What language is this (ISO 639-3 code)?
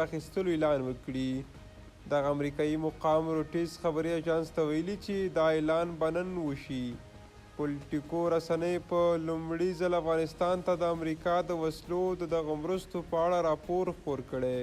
pus